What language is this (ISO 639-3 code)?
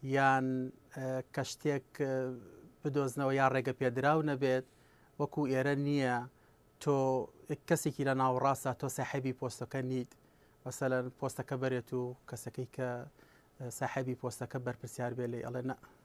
ckb